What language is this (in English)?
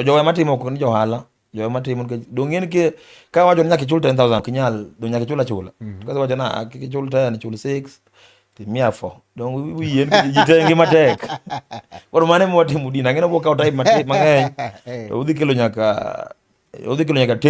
Luo (Kenya and Tanzania)